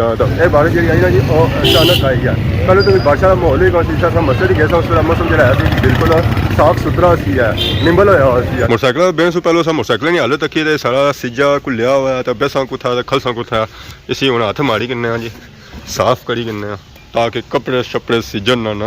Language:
Pahari-Potwari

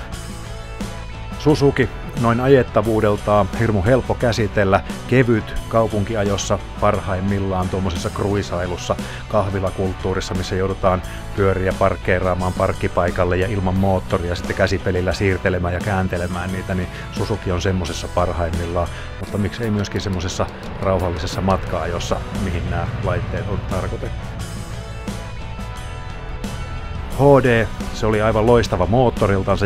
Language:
Finnish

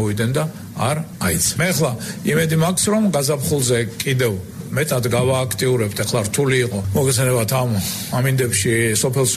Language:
Georgian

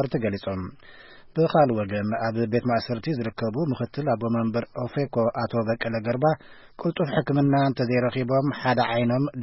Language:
Tigrinya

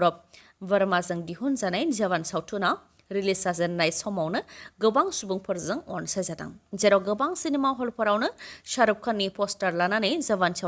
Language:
Bodo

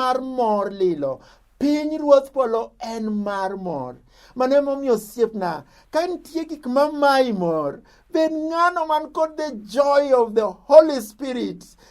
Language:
Luo (Kenya and Tanzania)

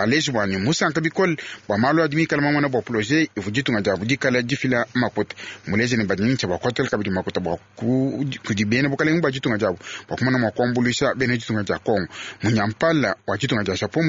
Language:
Luba-Lulua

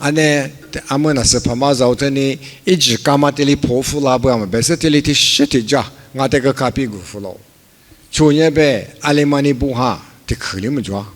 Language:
Lisu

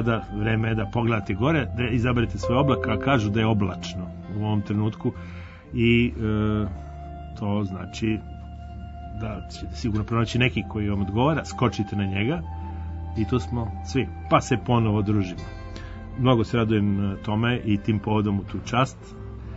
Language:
Serbian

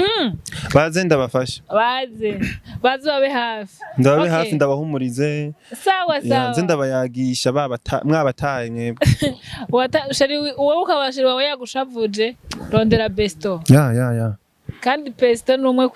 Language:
Rundi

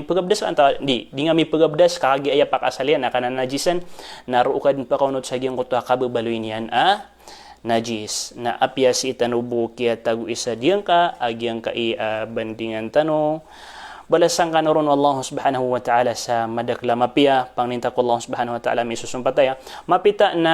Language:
Maranao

